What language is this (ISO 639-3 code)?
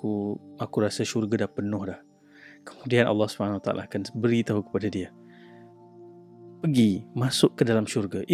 msa